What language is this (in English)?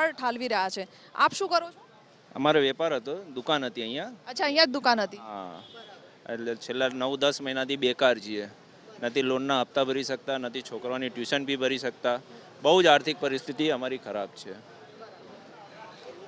Gujarati